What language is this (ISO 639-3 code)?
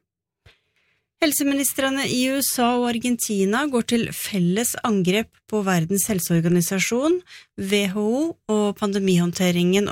nor